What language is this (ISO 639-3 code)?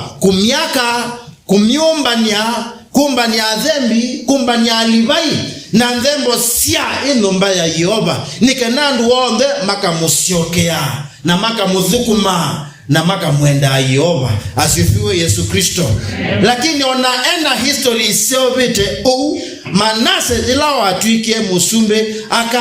kam